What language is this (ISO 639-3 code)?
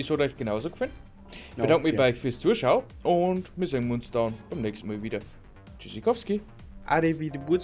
bar